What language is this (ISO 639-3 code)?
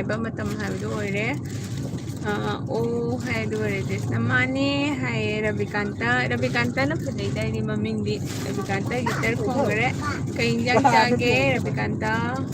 mni